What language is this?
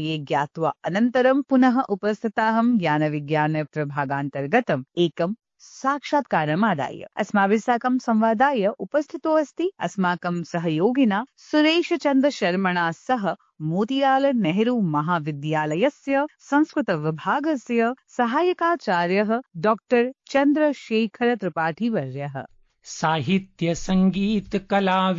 Sanskrit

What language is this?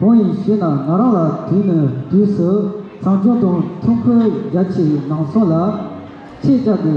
Tibetan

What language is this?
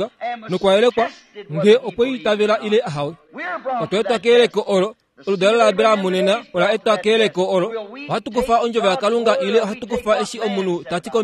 Kuanyama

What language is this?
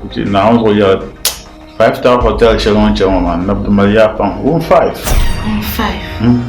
Dagbani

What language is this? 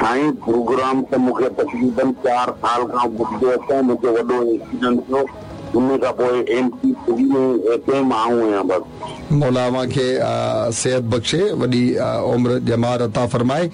Sindhi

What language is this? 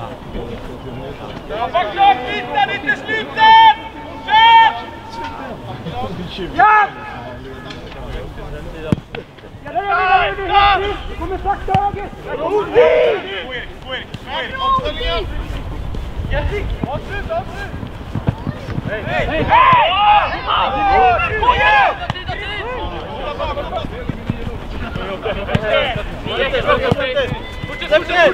Swedish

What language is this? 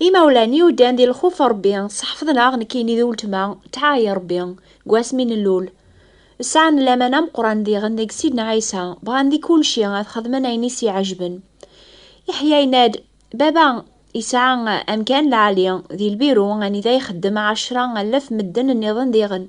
Kabyle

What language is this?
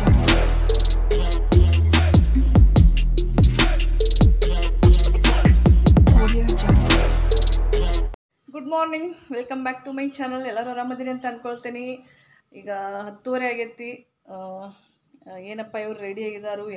Kannada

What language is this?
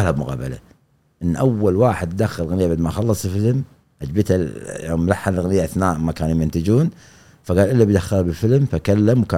Gulf Arabic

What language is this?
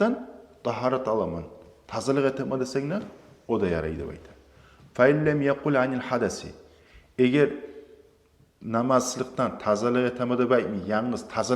Kumyk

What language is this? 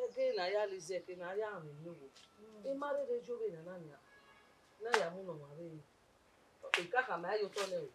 Bini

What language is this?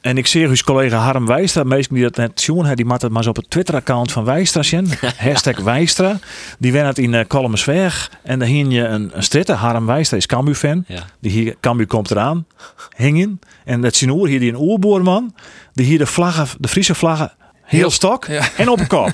Western Frisian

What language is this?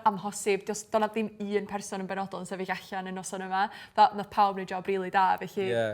Welsh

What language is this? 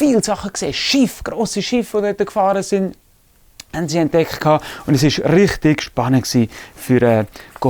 Swiss German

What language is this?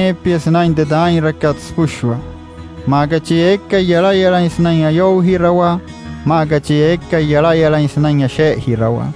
Wayuu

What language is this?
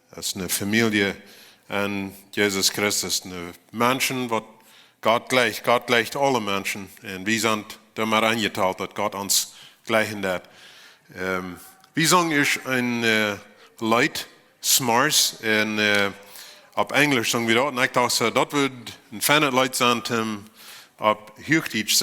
Plautdietsch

